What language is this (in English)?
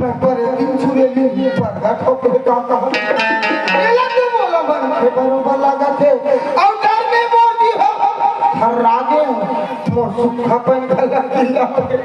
Chhattisgarhi